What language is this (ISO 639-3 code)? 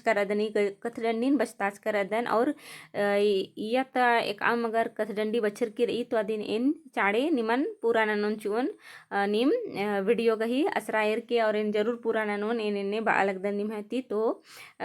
kru